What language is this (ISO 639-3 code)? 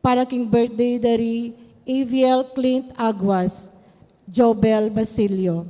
pam